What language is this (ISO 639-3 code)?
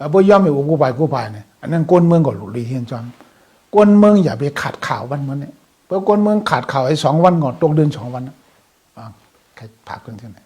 shn